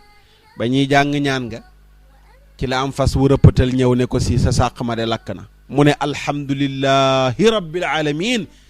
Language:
Wolof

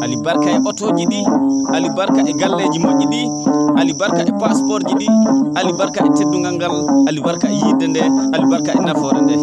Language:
Fula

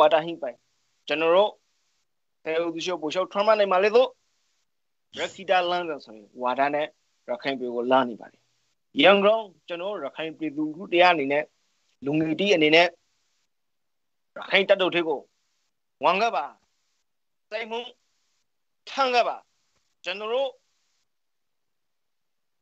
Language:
Burmese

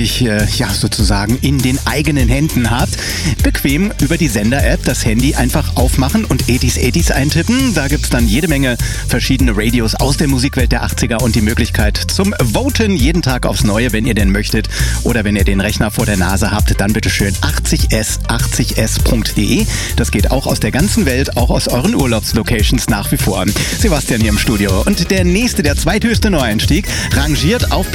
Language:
German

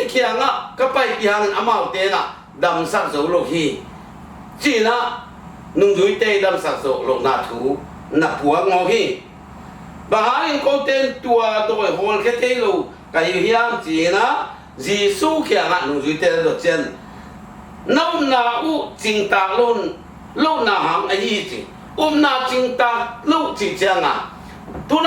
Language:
Tedim Chin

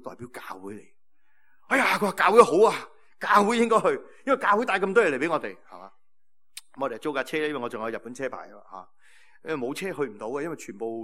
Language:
Cantonese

